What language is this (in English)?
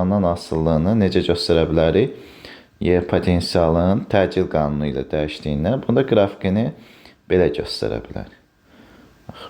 Azerbaijani